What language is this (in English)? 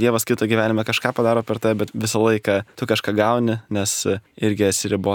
Lithuanian